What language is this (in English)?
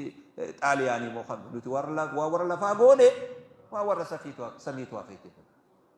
Oromo